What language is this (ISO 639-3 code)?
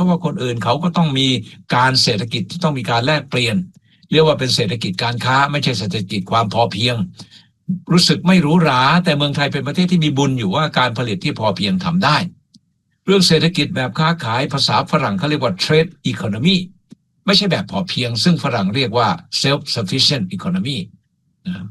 tha